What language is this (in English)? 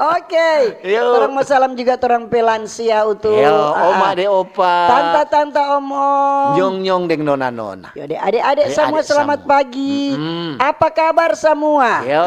Manado Malay